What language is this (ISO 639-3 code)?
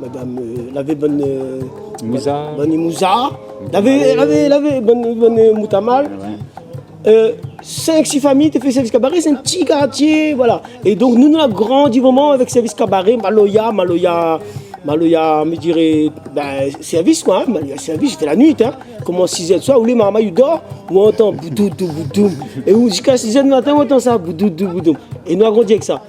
rcf